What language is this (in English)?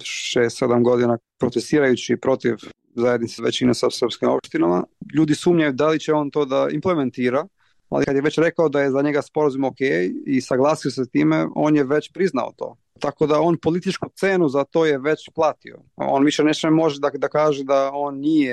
Serbian